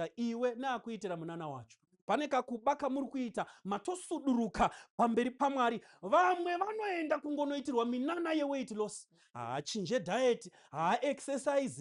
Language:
Shona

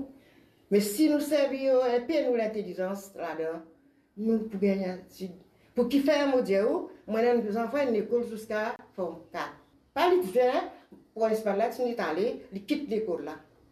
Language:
Morisyen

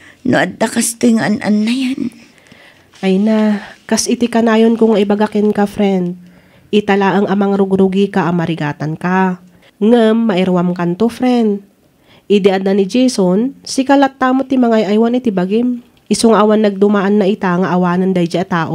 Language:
Iloko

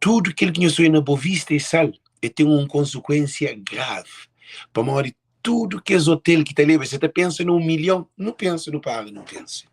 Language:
Kabuverdianu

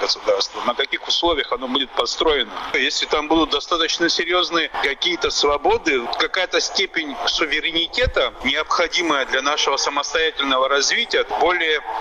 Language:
Russian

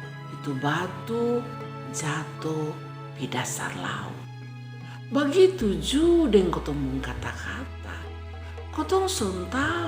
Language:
Kupang Malay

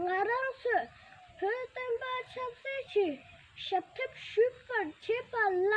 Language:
Tibetan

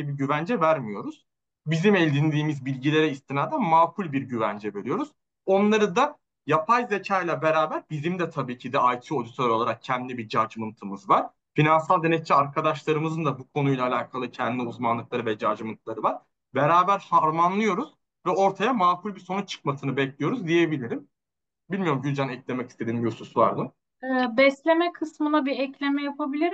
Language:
Turkish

